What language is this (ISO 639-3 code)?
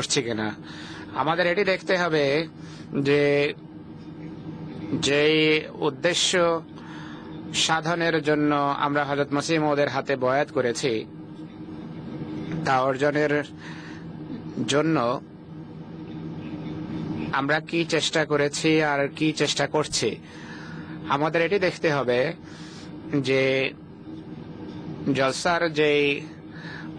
ben